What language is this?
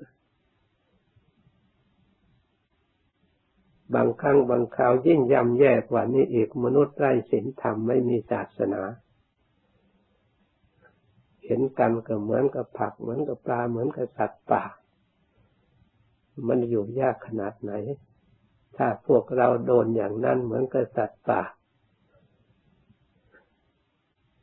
Thai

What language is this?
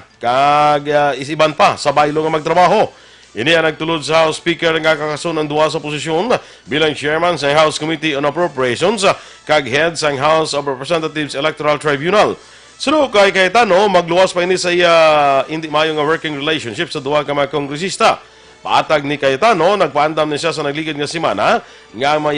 Hiligaynon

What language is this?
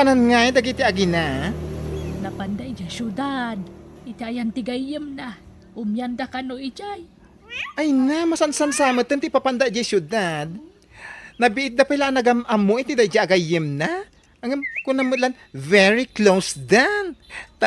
Iloko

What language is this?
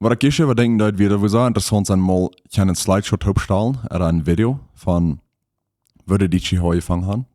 Plautdietsch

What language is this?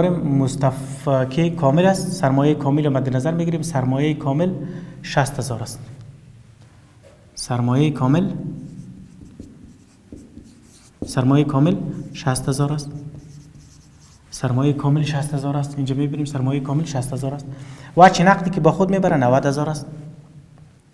Persian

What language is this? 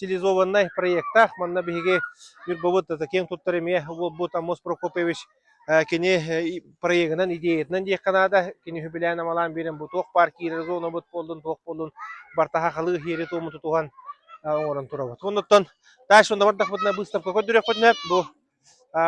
Yakut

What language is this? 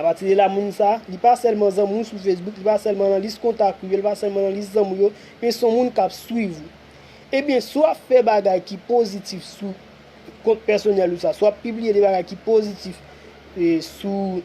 Haitian Creole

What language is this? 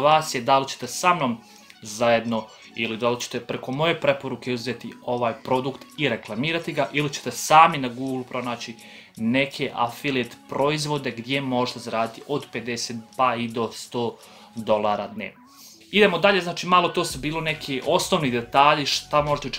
Croatian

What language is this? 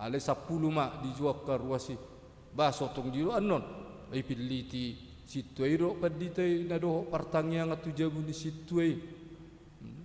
Batak Toba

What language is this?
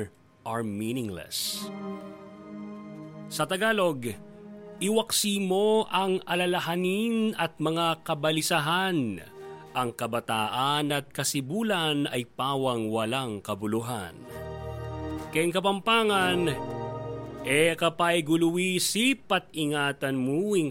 Filipino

